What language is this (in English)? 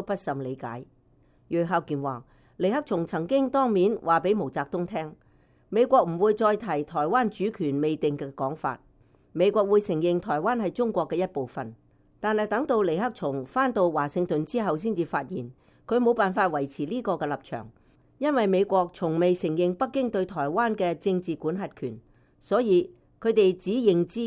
Cantonese